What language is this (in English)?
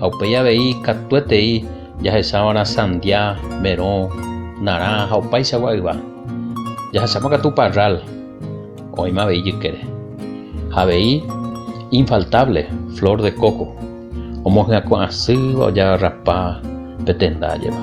Guarani